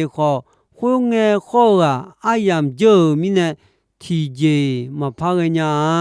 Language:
Akha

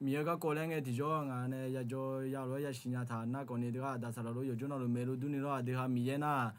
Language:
Akha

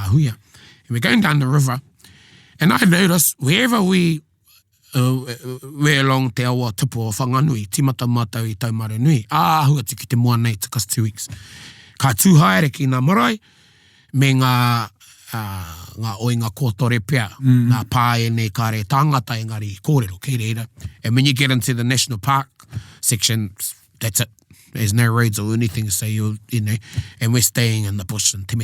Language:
Māori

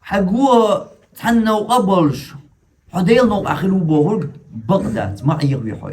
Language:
Chechen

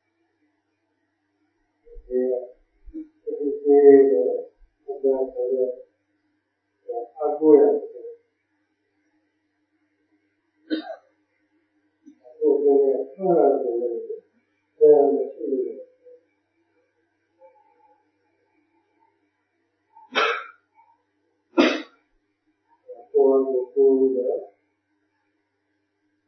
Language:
Burmese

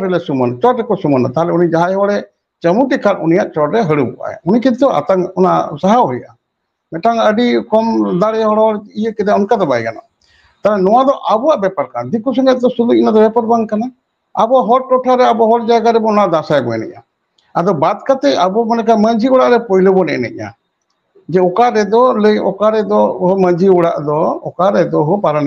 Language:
Santali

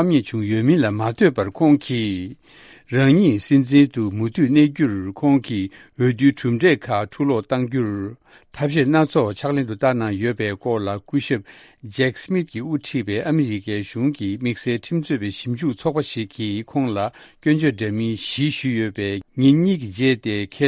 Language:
Tibetan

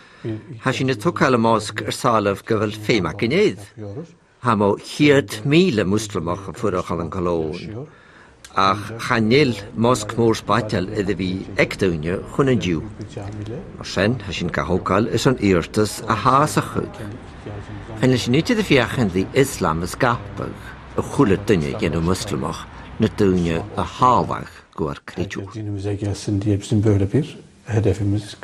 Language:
Scottish Gaelic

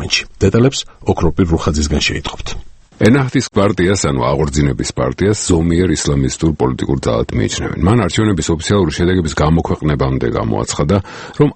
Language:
Georgian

